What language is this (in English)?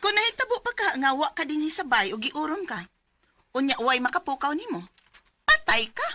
Cebuano